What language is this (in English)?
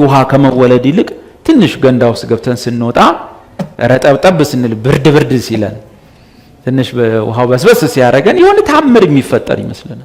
Amharic